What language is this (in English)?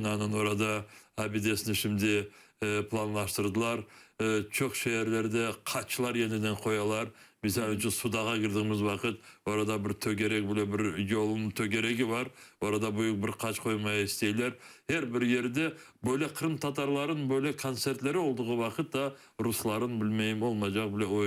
Crimean Tatar